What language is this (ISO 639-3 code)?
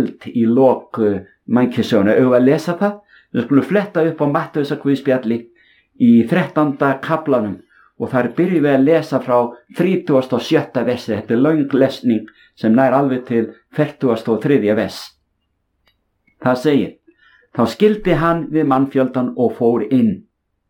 isl